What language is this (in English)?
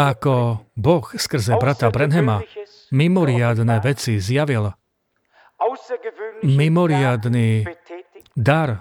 Slovak